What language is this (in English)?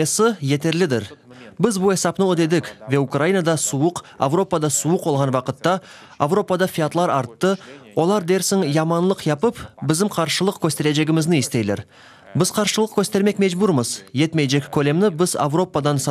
Crimean Tatar